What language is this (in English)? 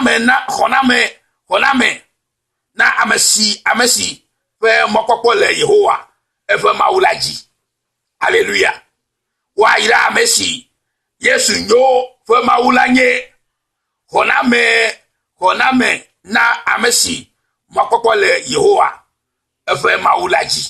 Ewe